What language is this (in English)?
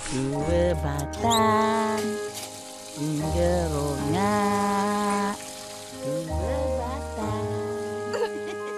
Malay